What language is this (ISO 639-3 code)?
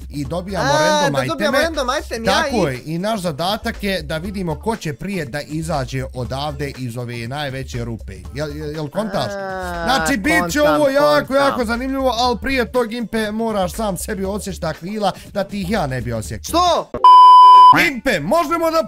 bos